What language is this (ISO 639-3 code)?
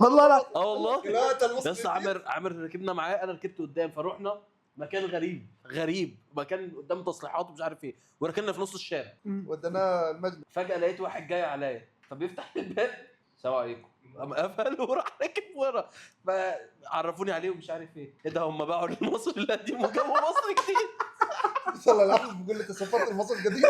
arz